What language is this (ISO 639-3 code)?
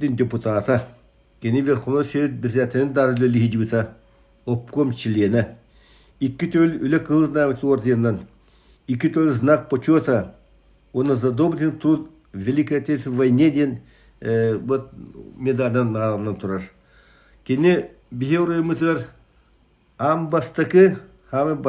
sah